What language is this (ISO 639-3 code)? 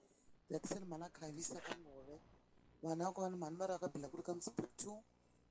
tso